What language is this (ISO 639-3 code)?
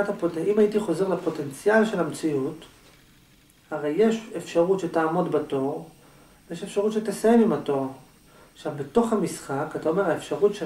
heb